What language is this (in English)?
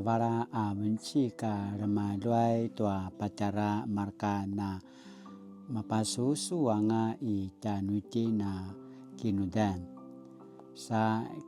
Paiwan